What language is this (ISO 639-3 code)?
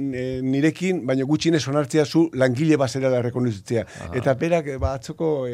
eus